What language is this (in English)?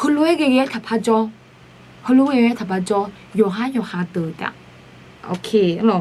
Akha